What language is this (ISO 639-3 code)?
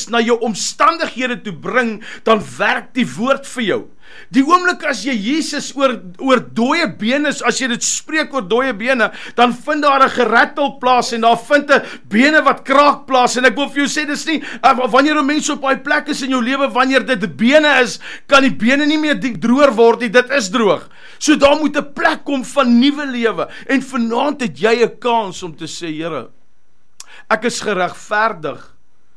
afr